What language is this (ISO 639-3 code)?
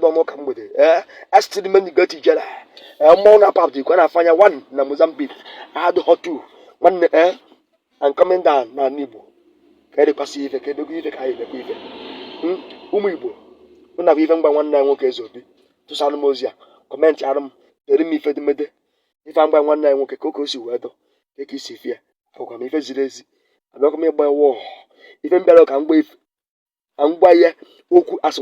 ibo